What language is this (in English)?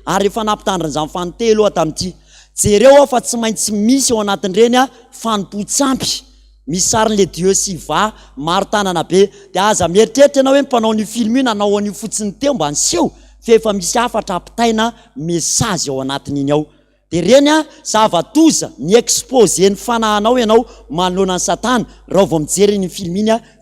Malagasy